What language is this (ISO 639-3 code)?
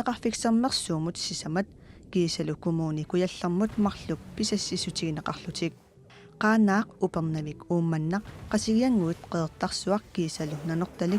kal